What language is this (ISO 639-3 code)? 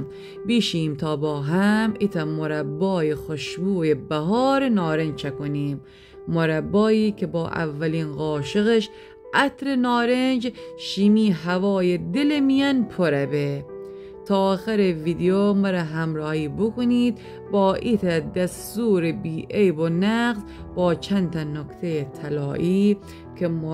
glk